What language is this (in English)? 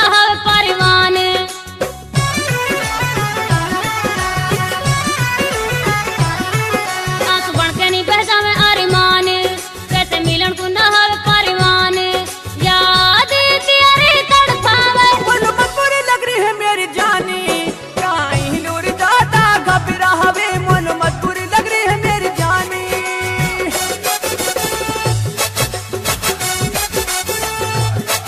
Haryanvi